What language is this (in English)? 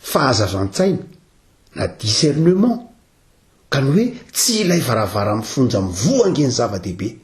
Malagasy